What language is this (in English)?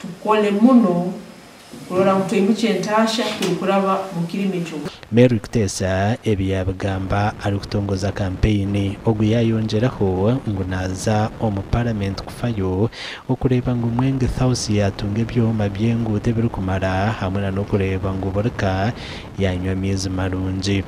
Nyankole